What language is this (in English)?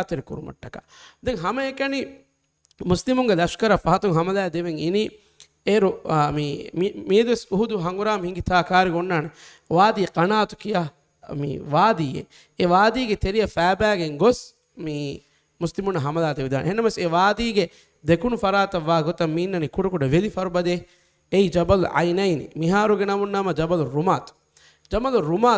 Divehi